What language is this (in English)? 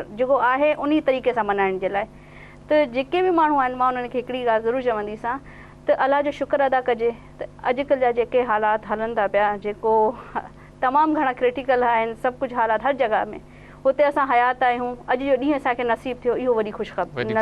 Sindhi